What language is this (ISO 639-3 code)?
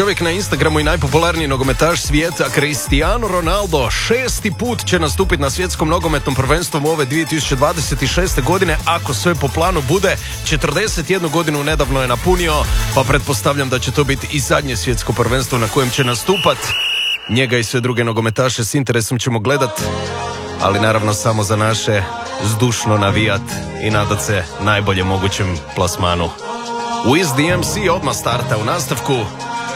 hrv